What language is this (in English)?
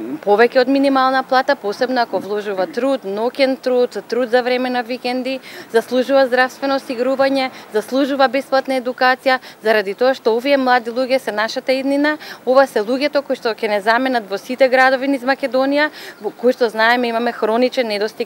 Macedonian